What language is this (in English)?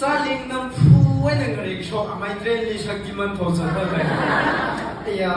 Tangkhul Naga (India)